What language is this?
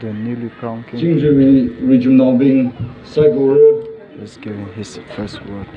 Tangkhul Naga (India)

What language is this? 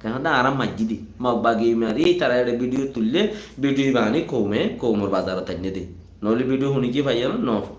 Rohingya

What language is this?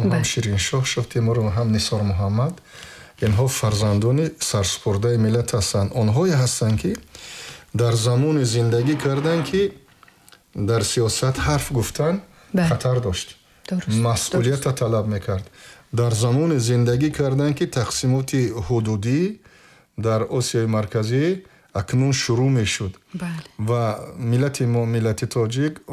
Tajik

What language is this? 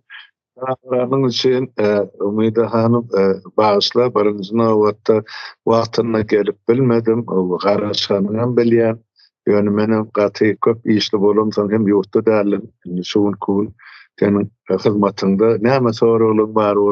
Turkmen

